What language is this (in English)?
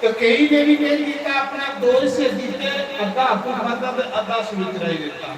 Dogri